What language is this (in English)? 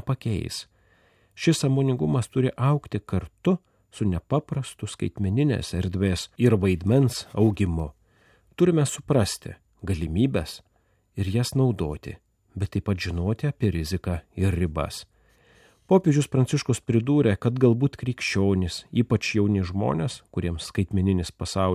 Lithuanian